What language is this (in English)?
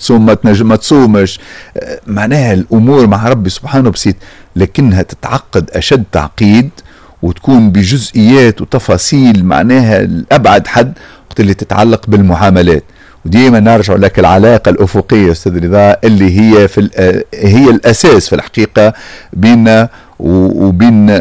Tunisian Arabic